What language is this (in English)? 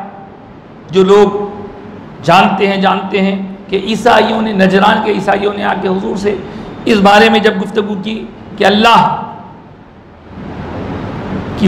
Hindi